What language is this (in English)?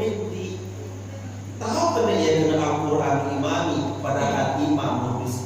Sasak